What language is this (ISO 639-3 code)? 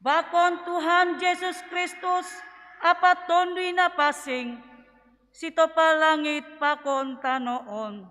bts